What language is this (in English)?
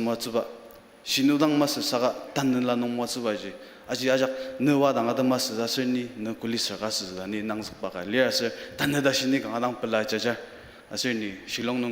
Ao Naga